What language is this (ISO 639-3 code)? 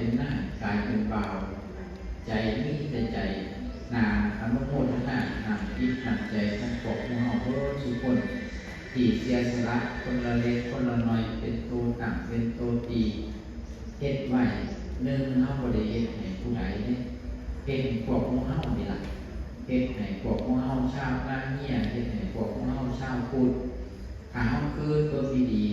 tts